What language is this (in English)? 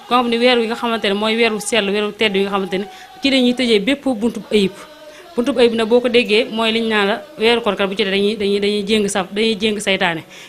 Wolof